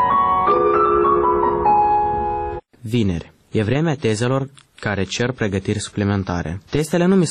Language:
Romanian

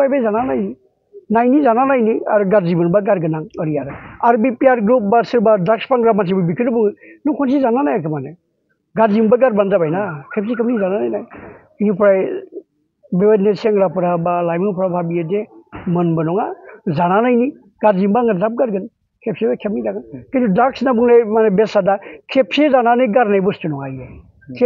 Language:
Bodo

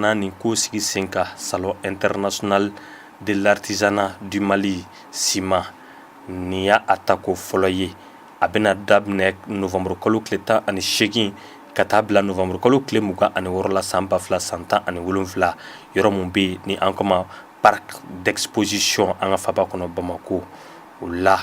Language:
Bambara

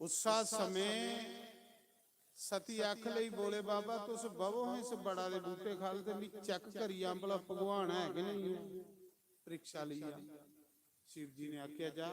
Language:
Dogri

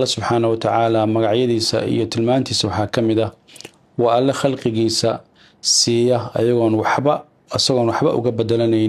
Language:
Somali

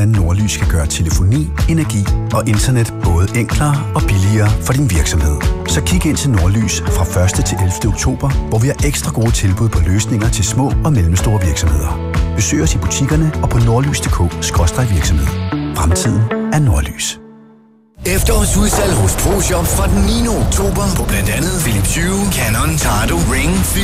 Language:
Danish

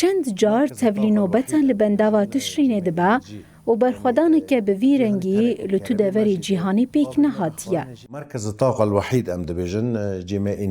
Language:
Kurdish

